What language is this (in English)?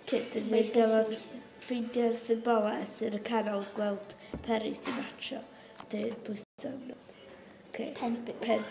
Welsh